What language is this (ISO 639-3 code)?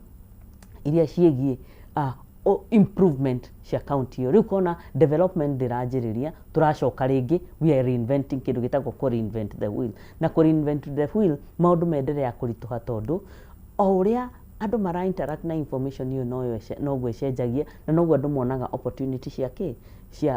kik